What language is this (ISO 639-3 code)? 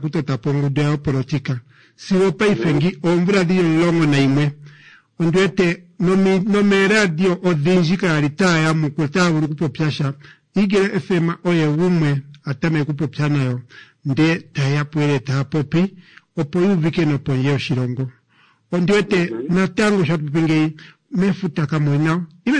kua